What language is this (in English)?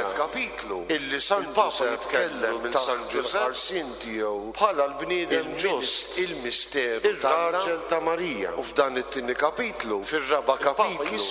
Maltese